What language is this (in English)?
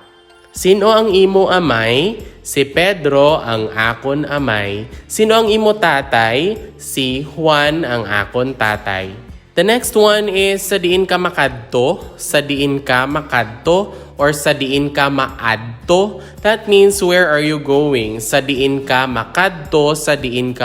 Hiligaynon